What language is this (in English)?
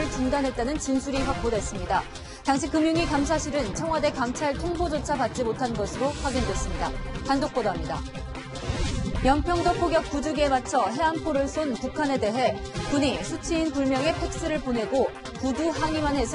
Korean